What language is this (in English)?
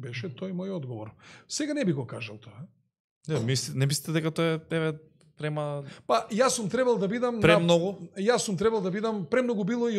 Macedonian